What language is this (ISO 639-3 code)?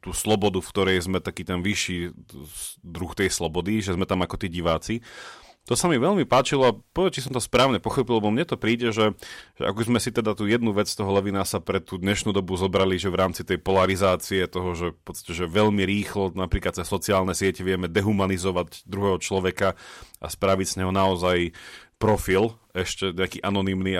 slk